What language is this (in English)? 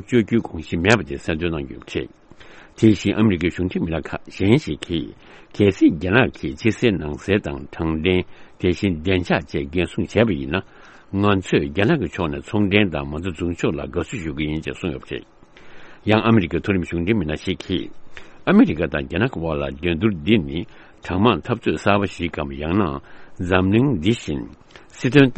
Tibetan